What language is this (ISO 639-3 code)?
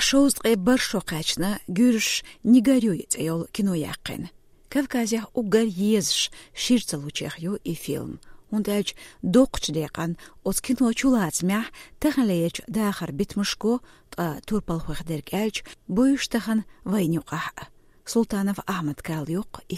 che